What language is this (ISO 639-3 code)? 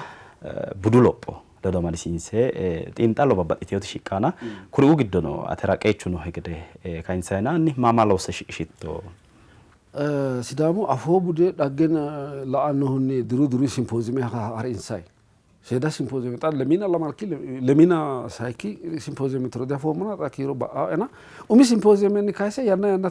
sid